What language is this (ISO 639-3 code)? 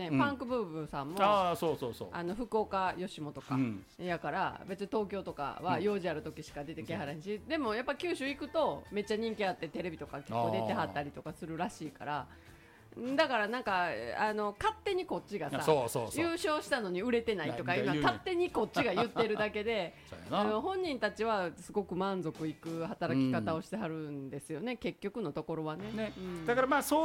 jpn